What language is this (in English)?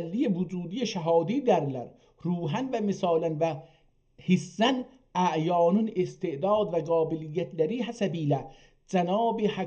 South Azerbaijani